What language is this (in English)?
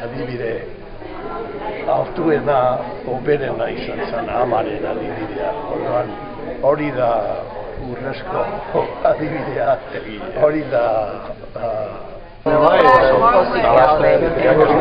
Basque